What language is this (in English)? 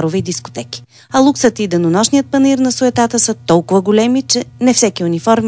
Bulgarian